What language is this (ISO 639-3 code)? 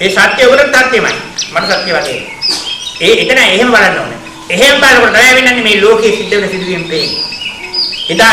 sin